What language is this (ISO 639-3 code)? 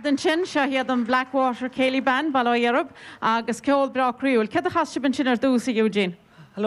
gle